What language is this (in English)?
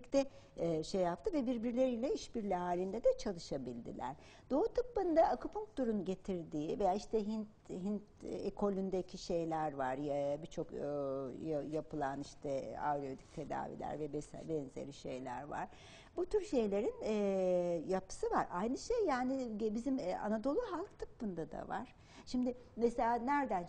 Turkish